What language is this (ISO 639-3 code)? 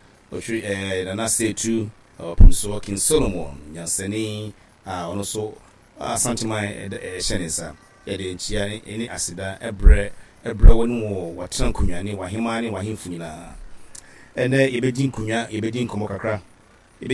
aka